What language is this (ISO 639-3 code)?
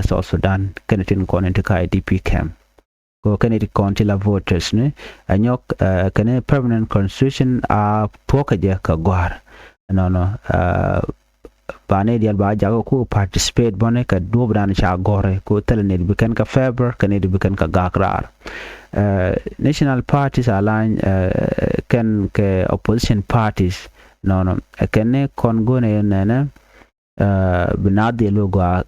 nus